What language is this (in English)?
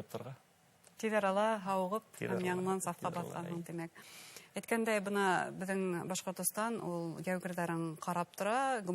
Bashkir